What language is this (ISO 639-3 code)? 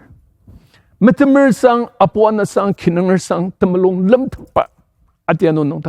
njo